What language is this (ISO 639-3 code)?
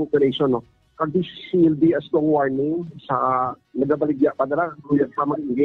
hil